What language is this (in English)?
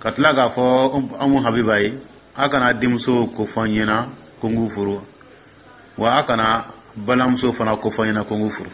Dyula